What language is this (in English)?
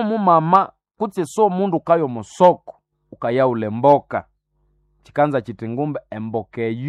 Nande